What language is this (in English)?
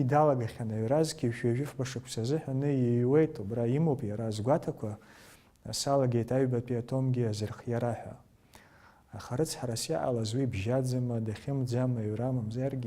Abkhazian